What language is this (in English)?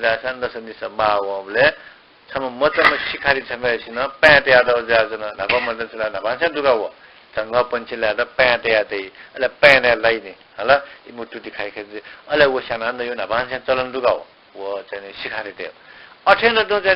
Newari